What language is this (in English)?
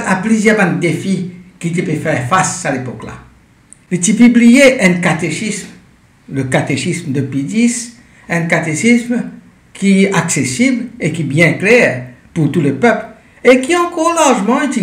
Morisyen